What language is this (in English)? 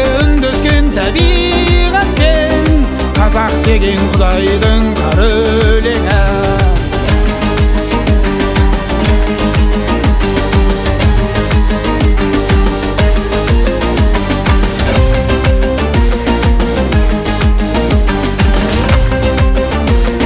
Kazakh